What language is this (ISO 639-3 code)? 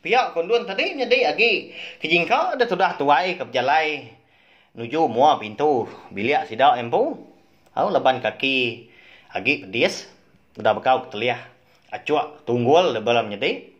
iba